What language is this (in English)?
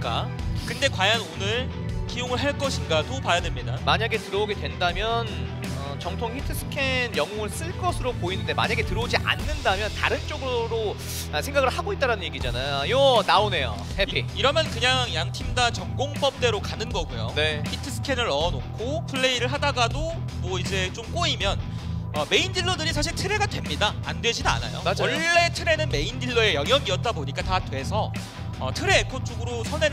Korean